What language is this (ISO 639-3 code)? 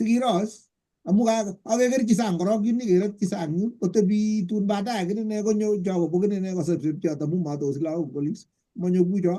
kln